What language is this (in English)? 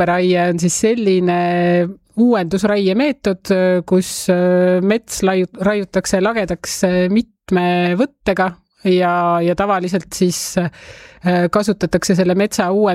Estonian